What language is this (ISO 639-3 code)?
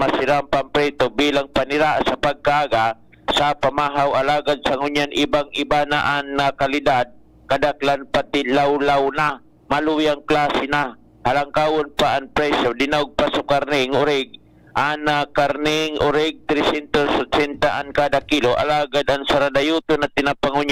bik